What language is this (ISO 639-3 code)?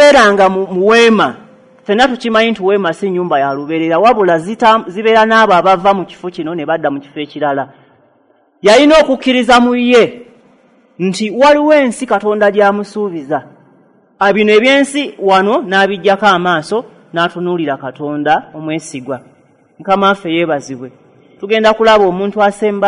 lug